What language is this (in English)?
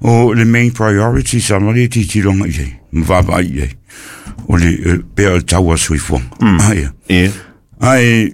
Samoan